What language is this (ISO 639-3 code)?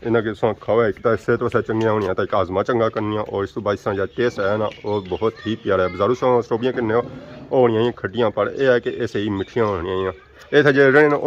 phr